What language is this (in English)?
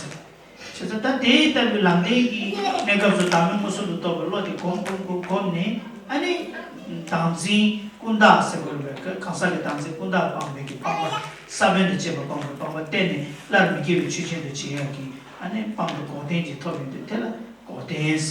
Tibetan